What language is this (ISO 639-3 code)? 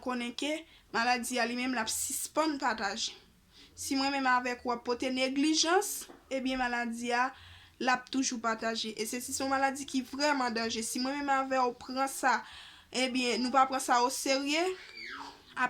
hat